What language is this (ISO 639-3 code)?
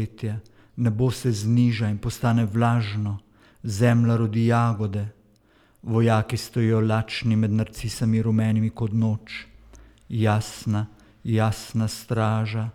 slv